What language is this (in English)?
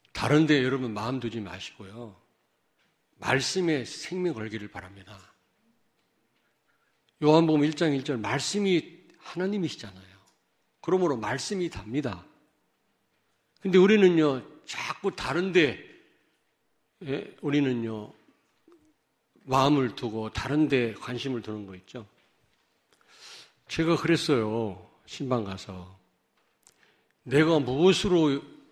Korean